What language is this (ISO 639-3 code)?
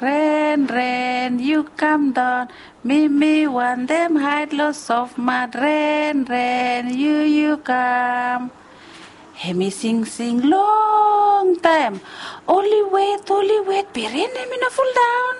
bis